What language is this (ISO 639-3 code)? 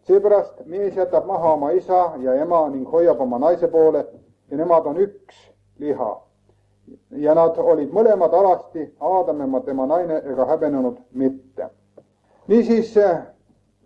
est